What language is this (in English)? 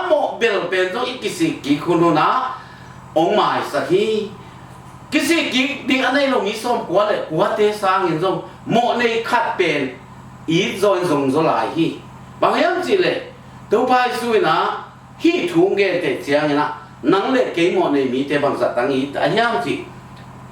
Tedim Chin